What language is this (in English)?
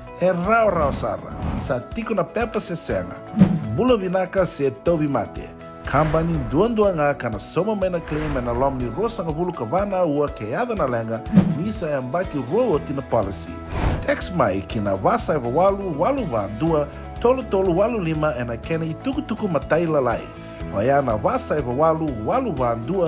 Fijian